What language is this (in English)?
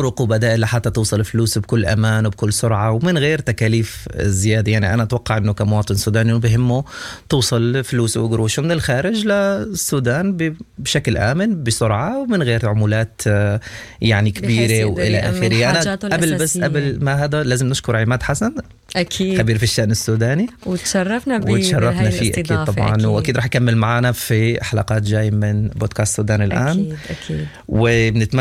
Sudanese Arabic